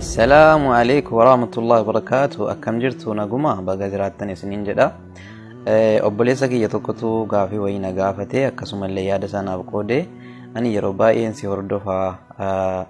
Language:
Oromo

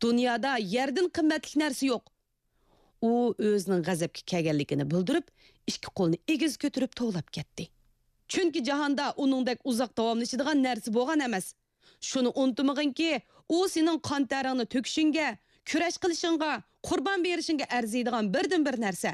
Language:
Uyghur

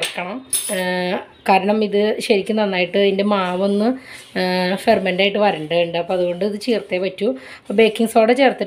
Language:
Malayalam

